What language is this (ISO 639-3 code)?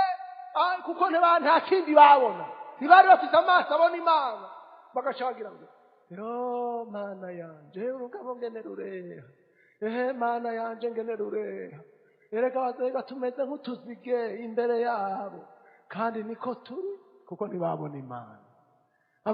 run